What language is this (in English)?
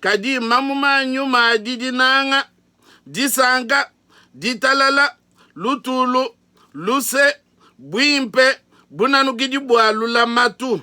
Luba-Lulua